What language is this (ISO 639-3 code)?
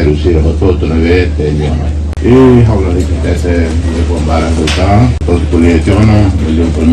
tet